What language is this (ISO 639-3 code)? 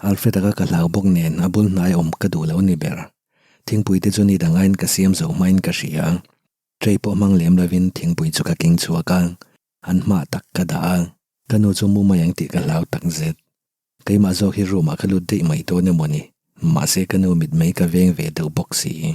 lus